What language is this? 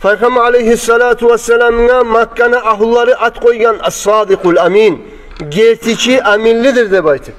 Kumyk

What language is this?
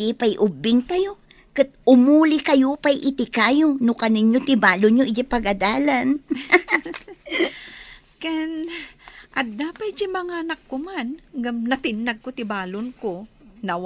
Iloko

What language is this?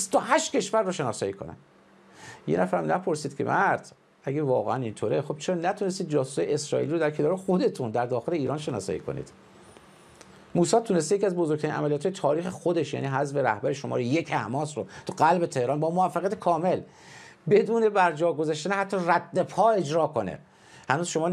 Persian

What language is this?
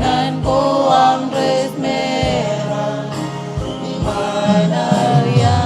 Marshallese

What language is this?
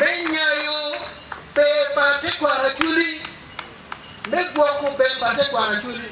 Acoli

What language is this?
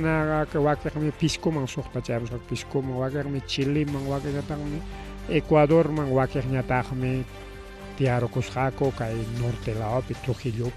Ayacucho Quechua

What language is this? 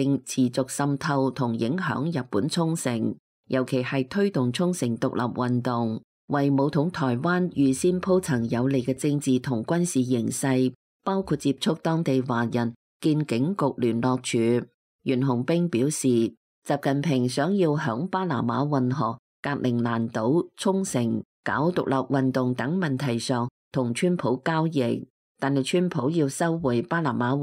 Cantonese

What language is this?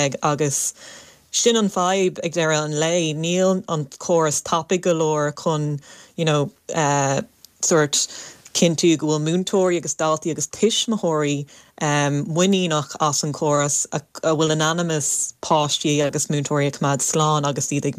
Irish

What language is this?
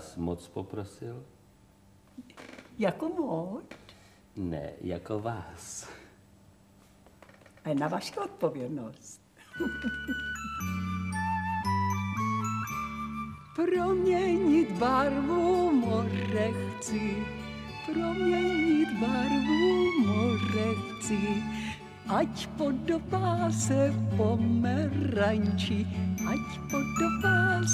Czech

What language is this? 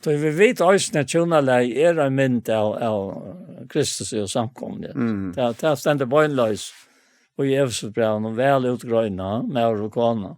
Faroese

